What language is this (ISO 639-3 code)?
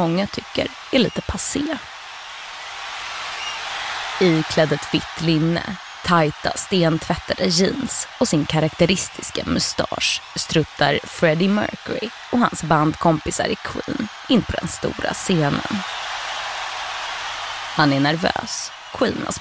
swe